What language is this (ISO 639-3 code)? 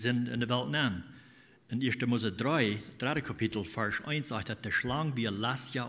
pdt